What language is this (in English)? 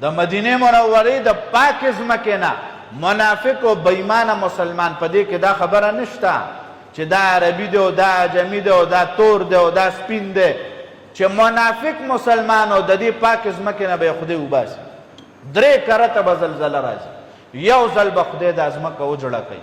Pashto